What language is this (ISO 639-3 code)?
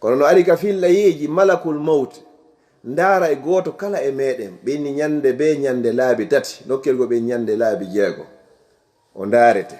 ful